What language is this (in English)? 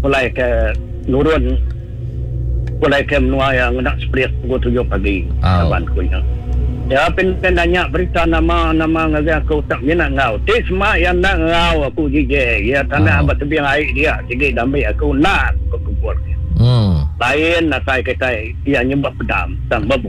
Iban